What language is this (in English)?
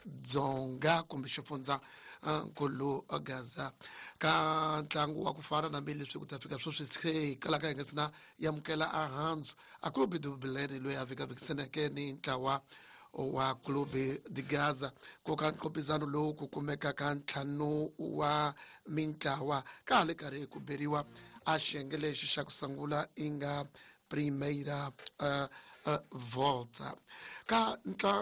Tsonga